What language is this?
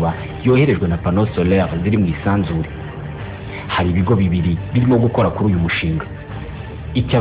Kinyarwanda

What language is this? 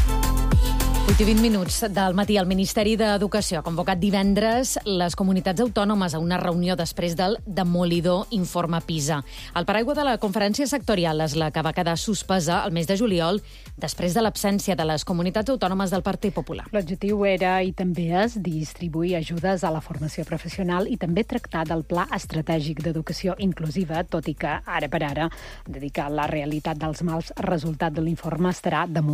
Catalan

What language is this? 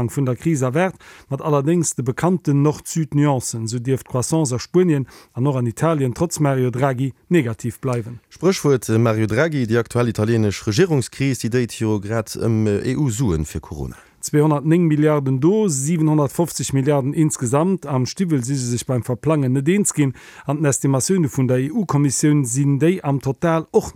Luxembourgish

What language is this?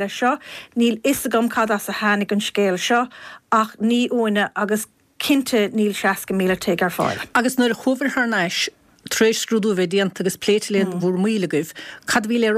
Irish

